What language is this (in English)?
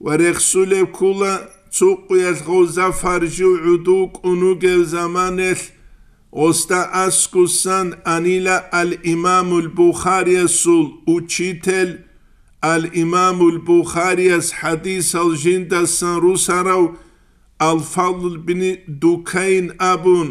Avaric